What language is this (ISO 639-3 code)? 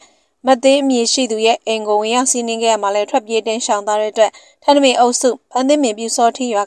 mya